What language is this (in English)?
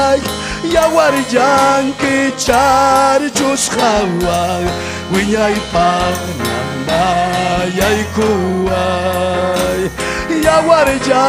Ayacucho Quechua